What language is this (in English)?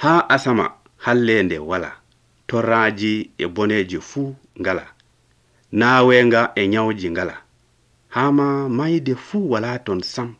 Nigerian Fulfulde